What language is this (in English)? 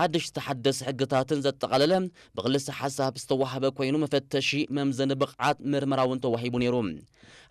Tigrinya